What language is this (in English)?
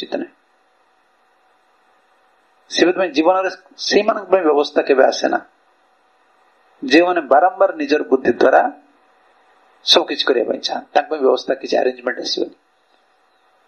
Odia